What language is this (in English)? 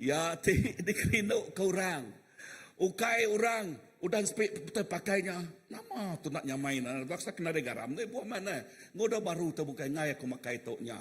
Iban